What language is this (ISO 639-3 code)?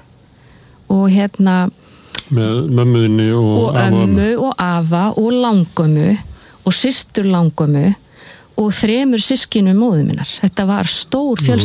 isl